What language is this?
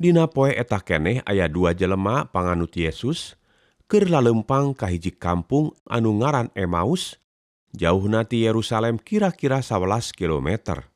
Sundanese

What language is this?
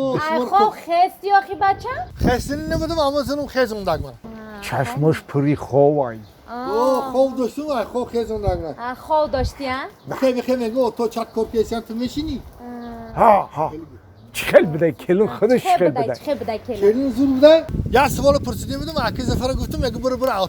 Tajik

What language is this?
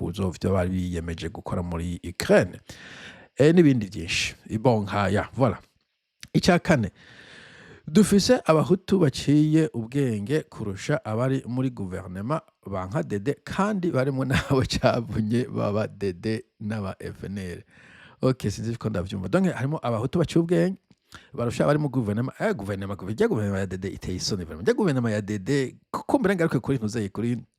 Rundi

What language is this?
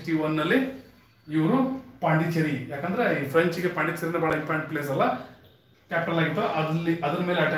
Kannada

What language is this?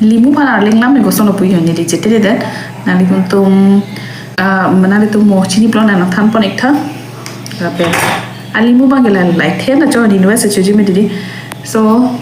Karbi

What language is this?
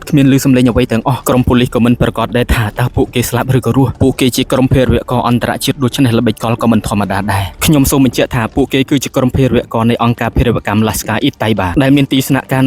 Khmer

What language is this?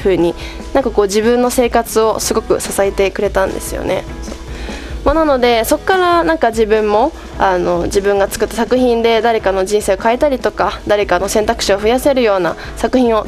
Japanese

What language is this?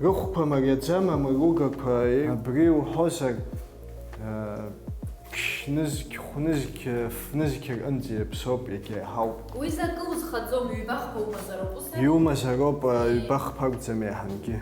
Abkhazian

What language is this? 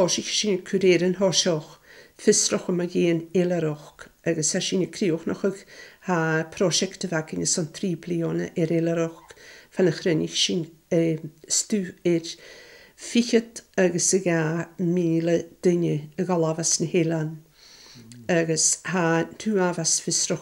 Scottish Gaelic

